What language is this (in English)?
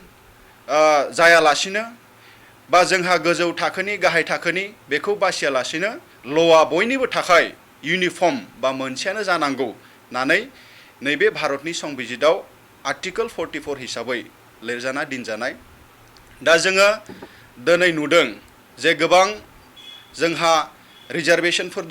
Bodo